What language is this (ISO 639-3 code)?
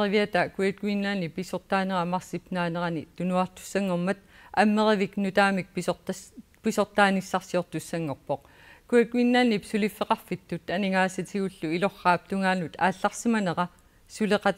kal